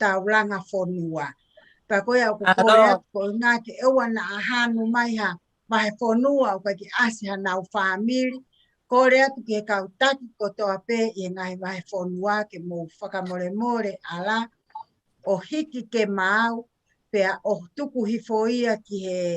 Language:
Tongan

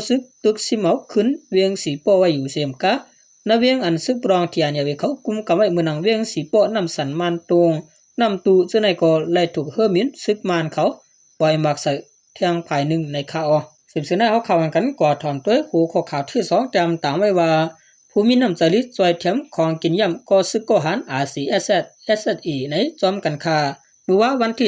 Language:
Shan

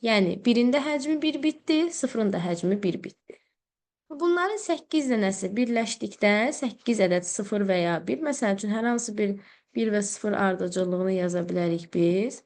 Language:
Azerbaijani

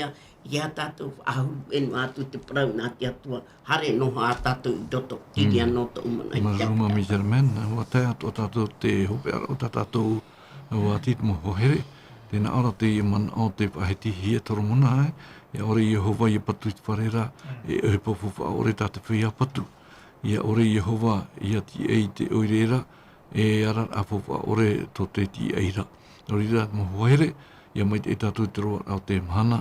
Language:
Tahitian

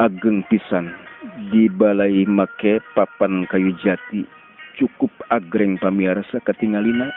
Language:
Sundanese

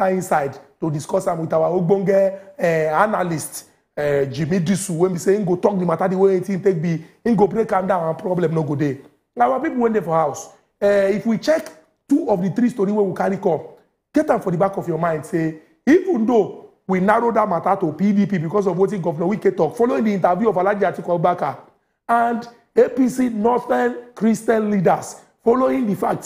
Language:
Nigerian Pidgin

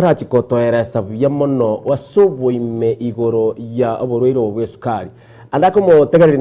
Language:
Gusii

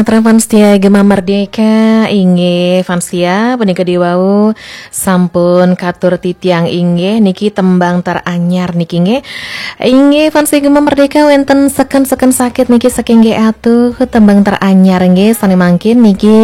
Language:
Balinese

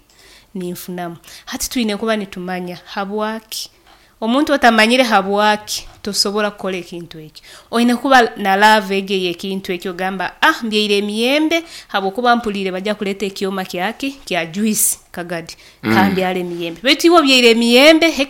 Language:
Nyoro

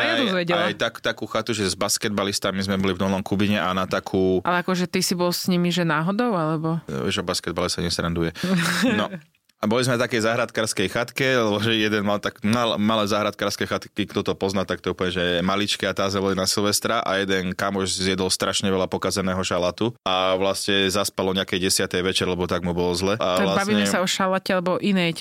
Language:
Slovak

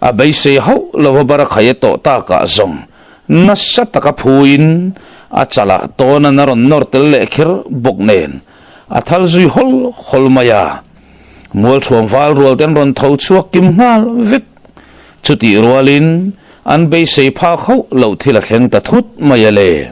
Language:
Mizo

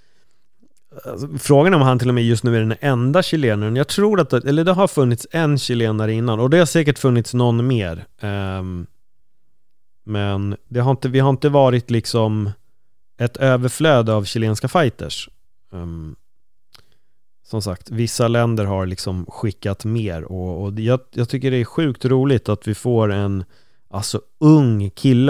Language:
Swedish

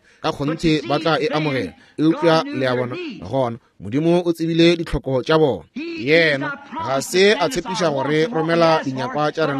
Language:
Northern Sotho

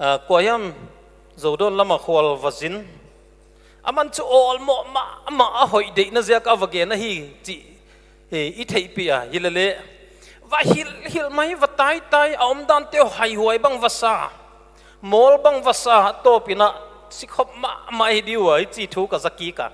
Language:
Paite Chin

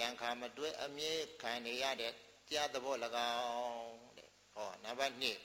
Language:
Burmese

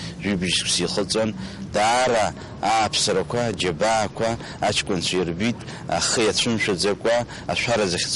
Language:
Abkhazian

